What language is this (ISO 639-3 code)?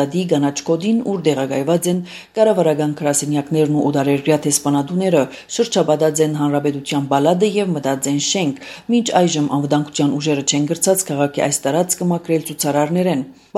hye